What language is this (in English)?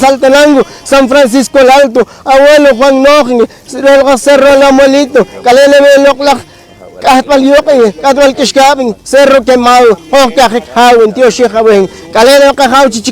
Poqomchi'